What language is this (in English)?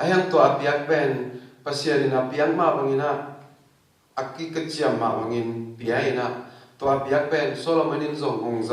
Tedim Chin